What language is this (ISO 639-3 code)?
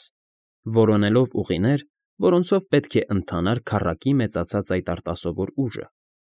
hye